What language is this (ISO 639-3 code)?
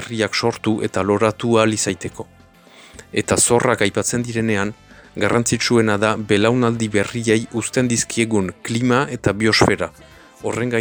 eus